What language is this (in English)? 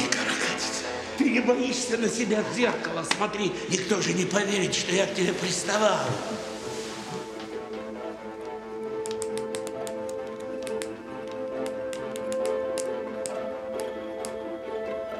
Russian